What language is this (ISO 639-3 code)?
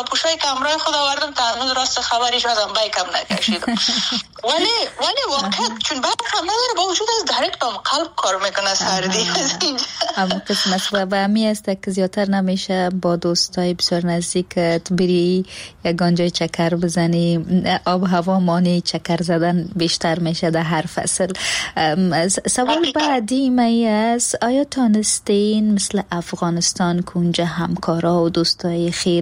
fas